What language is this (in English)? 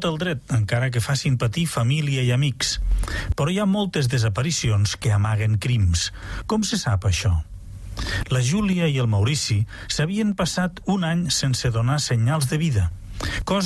Catalan